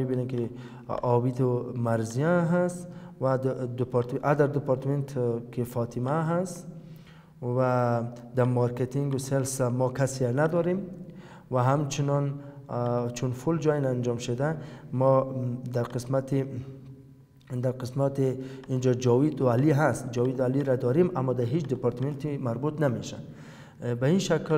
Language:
Persian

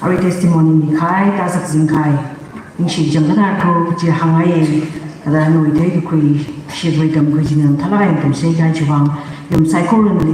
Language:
Tangkhul Naga (India)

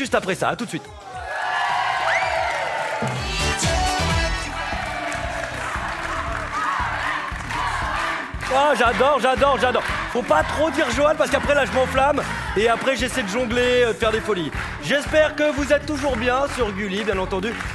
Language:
French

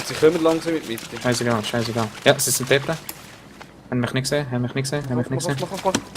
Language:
Swiss German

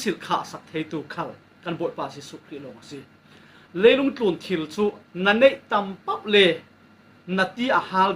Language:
Falam Chin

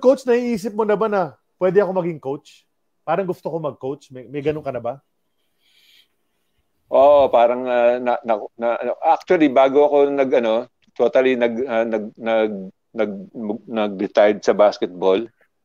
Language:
Filipino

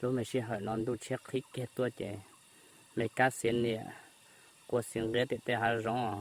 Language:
Hmong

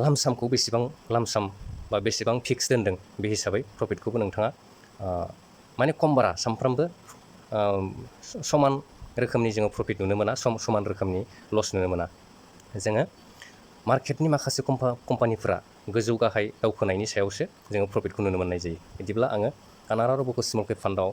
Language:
Bodo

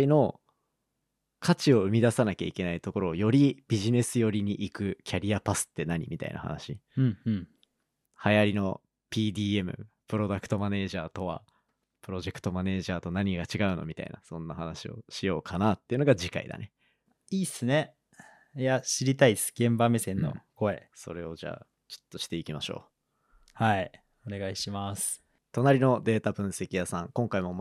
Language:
Japanese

